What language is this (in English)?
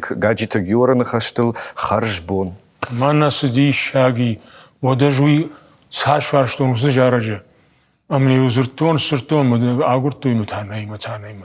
Ossetic